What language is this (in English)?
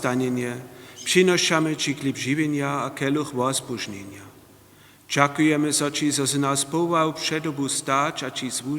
Upper Sorbian